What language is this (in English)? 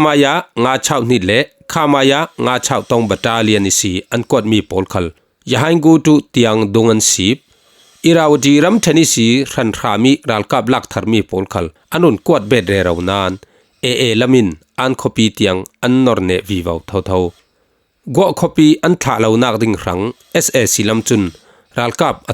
Falam Chin